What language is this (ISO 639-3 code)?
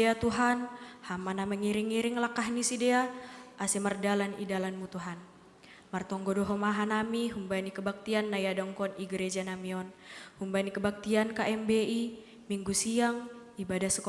bts